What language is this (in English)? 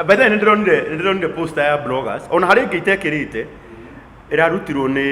Kikuyu